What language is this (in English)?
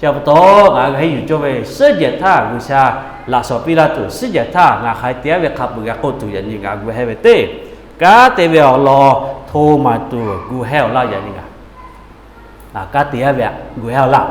Lahu